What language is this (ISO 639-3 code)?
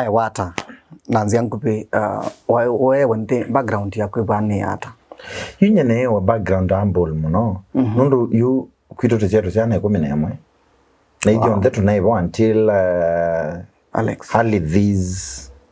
kam